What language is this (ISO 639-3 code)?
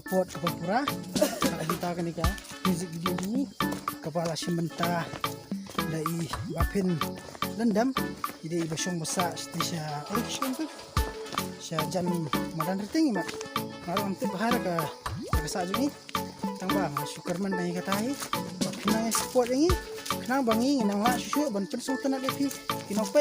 kha